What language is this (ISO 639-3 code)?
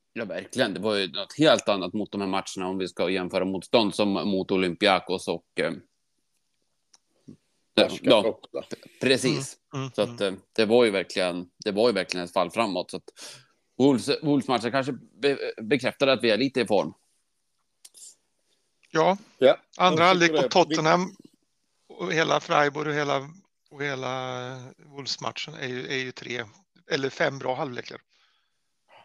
swe